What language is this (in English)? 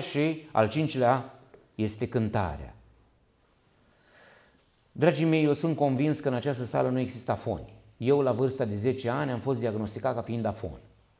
Romanian